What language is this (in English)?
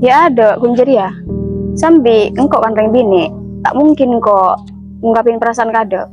Madurese